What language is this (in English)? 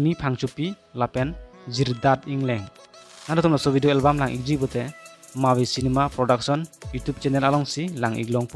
Karbi